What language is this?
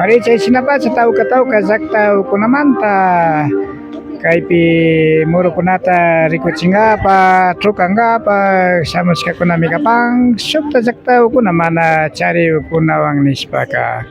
Imbabura Highland Quichua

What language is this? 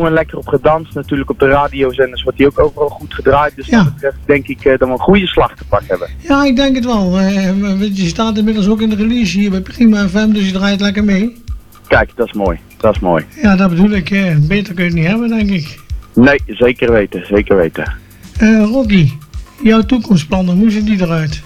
Dutch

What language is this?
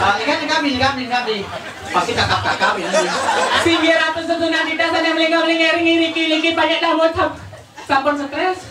Balinese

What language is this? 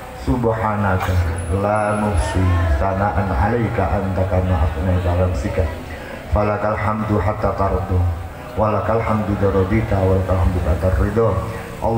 Javanese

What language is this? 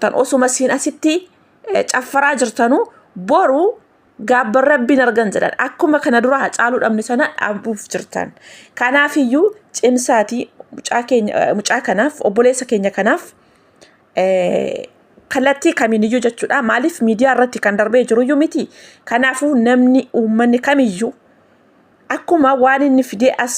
Oromo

